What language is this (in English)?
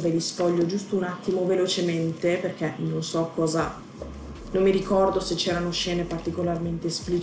Italian